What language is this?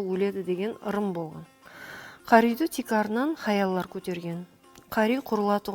Kara-Kalpak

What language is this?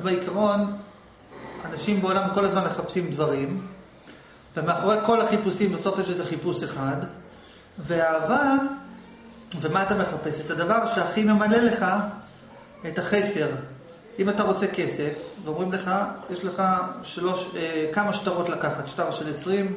Hebrew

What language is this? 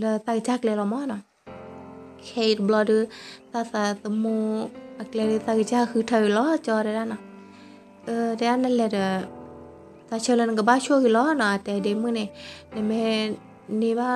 S'gaw Karen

